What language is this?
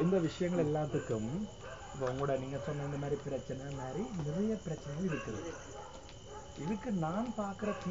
Tamil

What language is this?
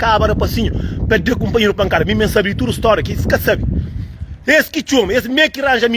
Kabuverdianu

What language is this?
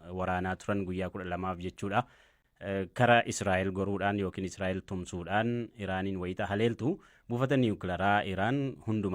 Oromo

